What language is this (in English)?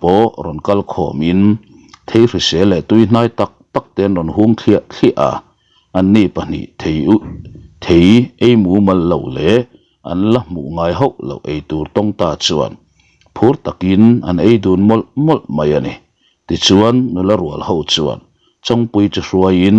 Mizo